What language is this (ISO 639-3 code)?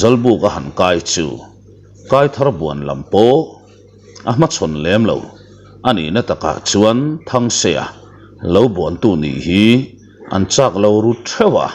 lus